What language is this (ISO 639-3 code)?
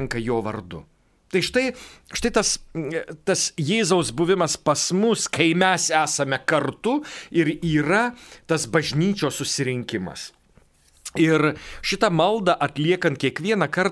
lit